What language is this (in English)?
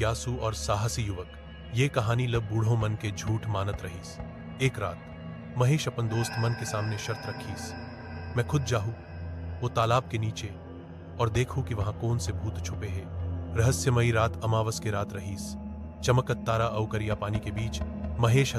Chhattisgarhi